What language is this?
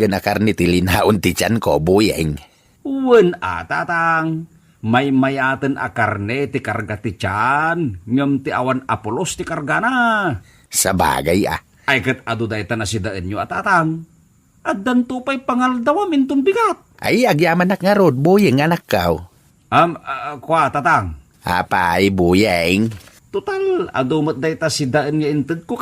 Iloko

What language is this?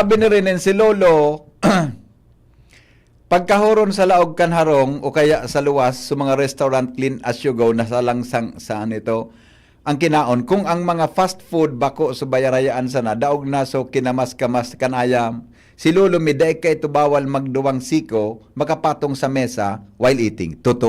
Bikol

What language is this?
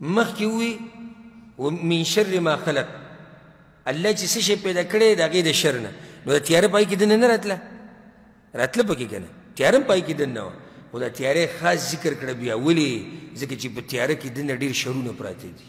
Pashto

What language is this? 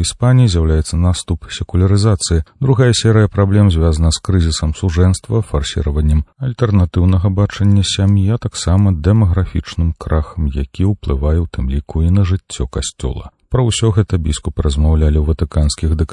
Belarusian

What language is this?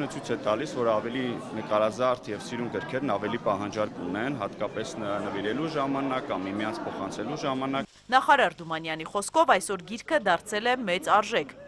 Armenian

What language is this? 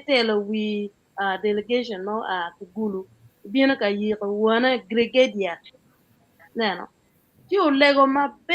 Acoli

